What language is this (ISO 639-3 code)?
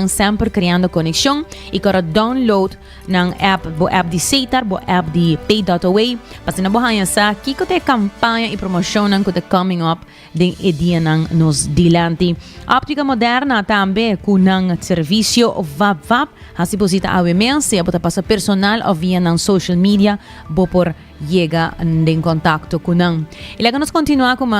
pap